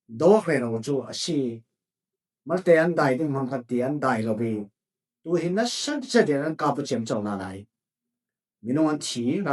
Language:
Falam Chin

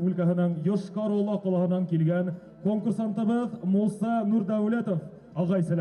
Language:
Bashkir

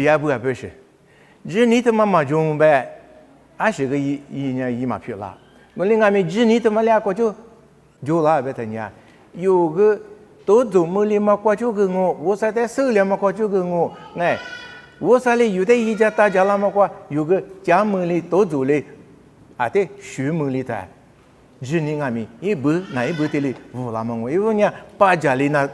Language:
Lisu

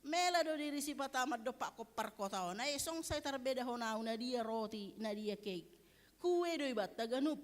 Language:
Batak Simalungun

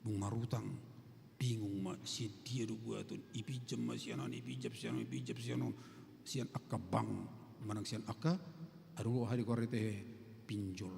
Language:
Batak Toba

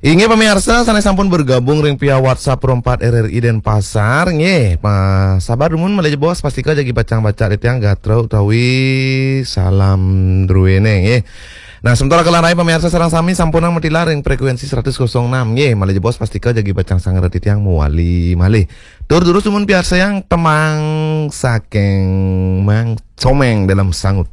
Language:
Balinese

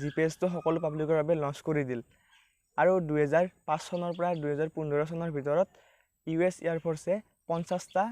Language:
Assamese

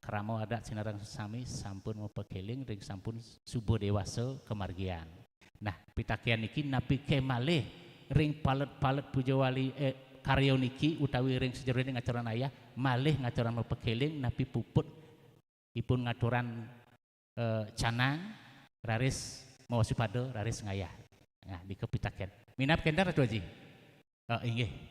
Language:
Balinese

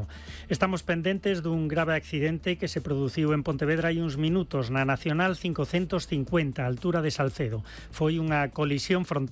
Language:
Galician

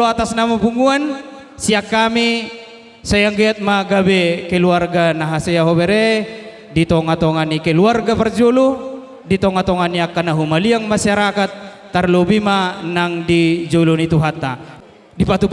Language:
Batak Toba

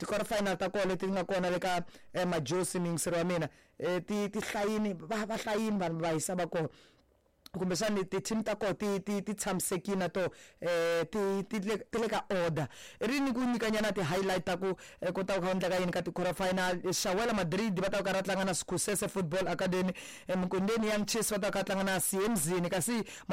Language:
Tsonga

